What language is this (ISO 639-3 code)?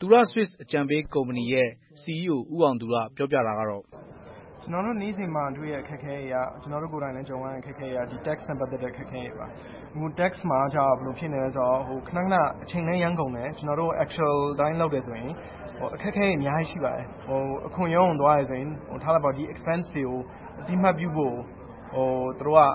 mya